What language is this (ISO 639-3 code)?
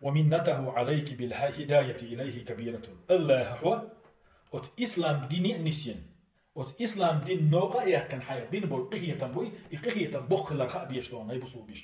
che